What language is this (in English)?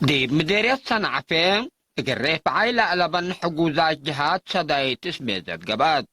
Tigre